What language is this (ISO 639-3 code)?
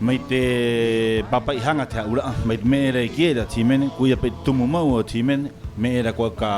rap